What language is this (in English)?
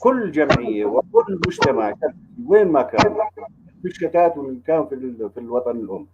North Levantine Arabic